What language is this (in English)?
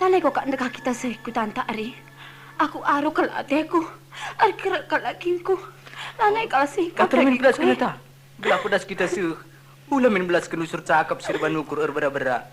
Batak Karo